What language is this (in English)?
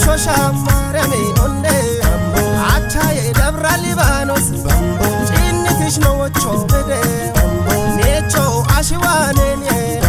Kafa